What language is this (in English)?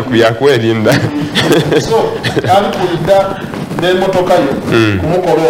Soga